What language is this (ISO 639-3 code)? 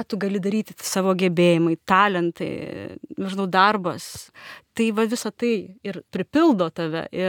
lit